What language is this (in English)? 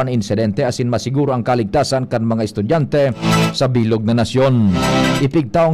Bikol